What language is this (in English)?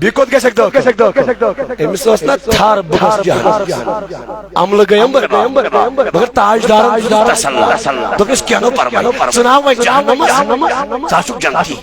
Kashmiri